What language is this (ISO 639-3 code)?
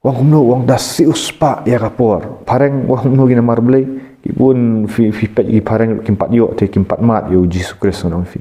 kha